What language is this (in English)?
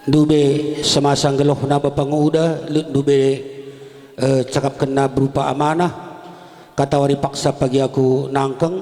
Batak Karo